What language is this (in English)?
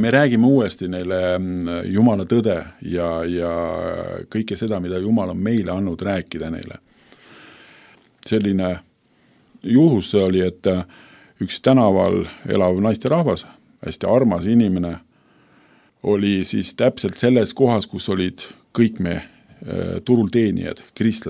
Estonian